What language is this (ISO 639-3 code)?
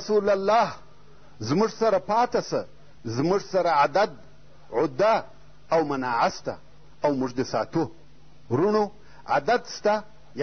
pus